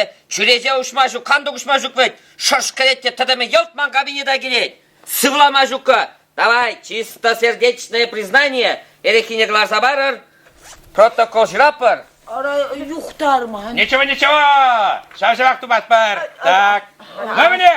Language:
Chuvash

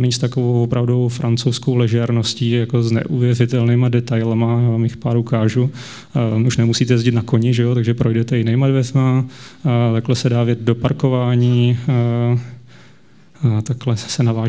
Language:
Czech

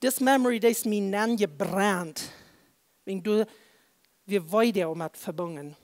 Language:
Plautdietsch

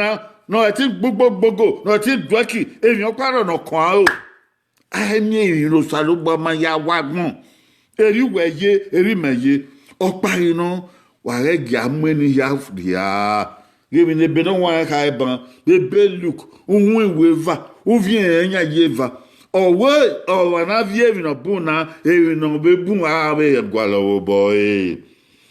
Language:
Bini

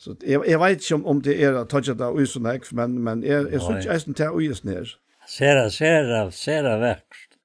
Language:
Faroese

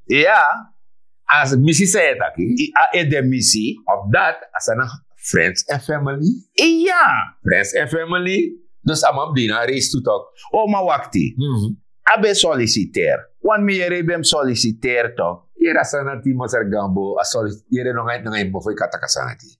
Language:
Sranan Tongo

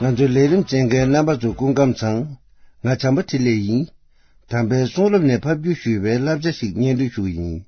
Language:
Tibetan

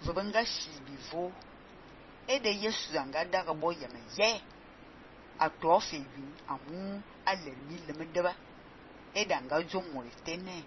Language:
Fang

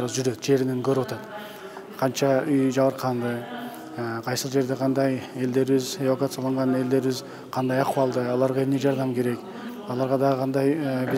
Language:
Kyrgyz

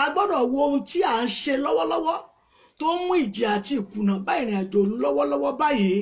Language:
Yoruba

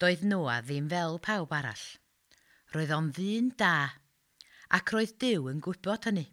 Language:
Welsh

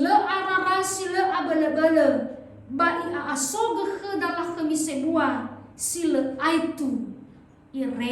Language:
Nias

